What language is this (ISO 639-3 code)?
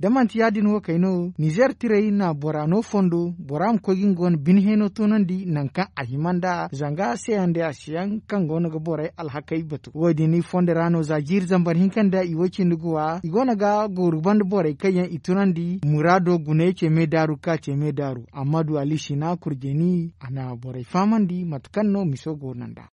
dje